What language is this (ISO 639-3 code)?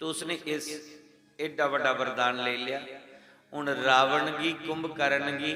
doi